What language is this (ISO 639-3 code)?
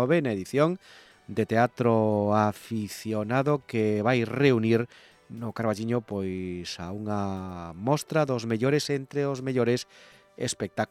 glg